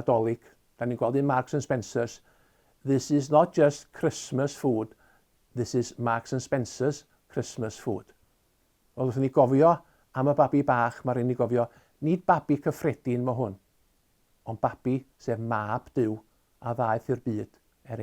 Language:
Welsh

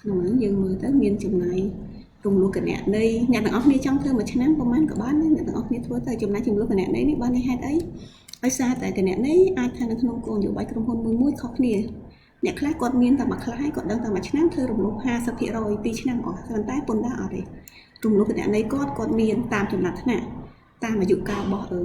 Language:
Khmer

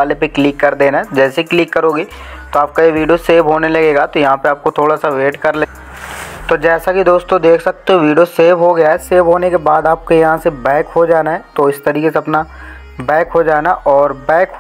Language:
Hindi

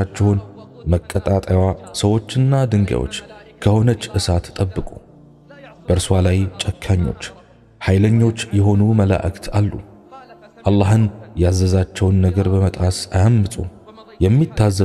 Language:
Amharic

